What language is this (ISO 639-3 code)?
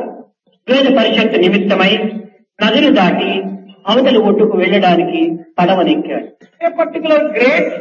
tel